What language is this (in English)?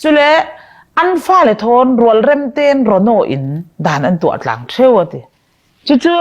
Falam Chin